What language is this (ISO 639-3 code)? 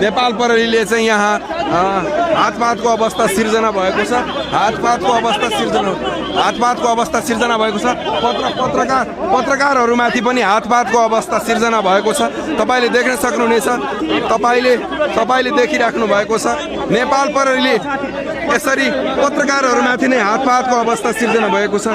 nep